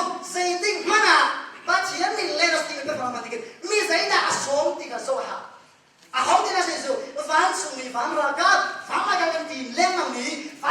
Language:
Hakha Chin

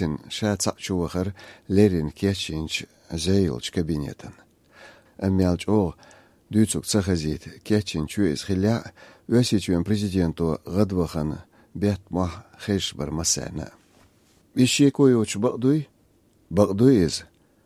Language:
Chechen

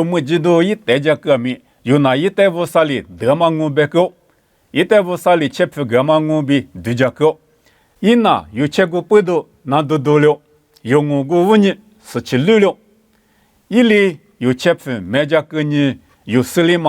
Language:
Lisu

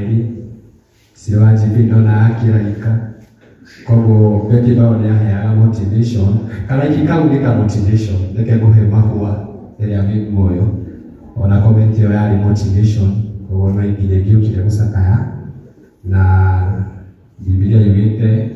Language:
Kikuyu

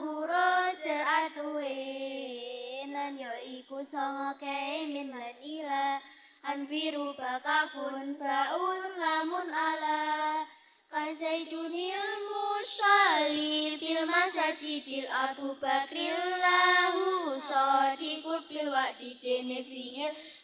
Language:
Javanese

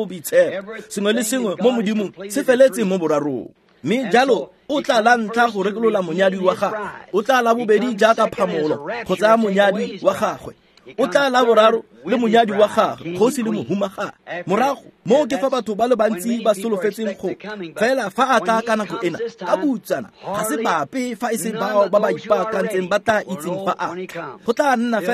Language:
Tswana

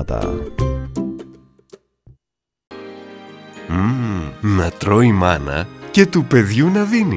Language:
Greek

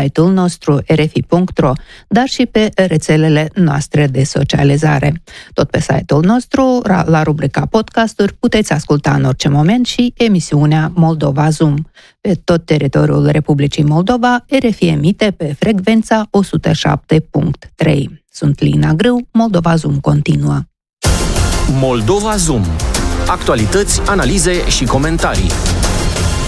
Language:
Romanian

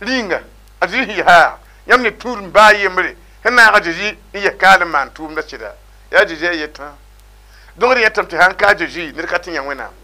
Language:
Mossi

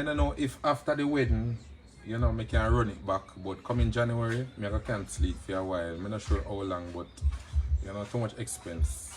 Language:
Jamaican Creole English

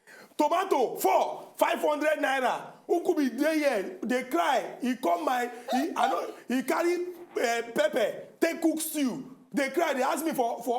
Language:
Nigerian Pidgin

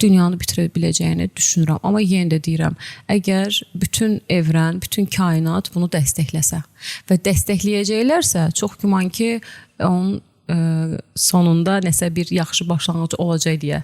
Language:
Azerbaijani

